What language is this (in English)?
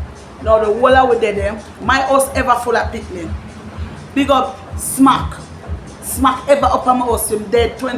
Jamaican Creole English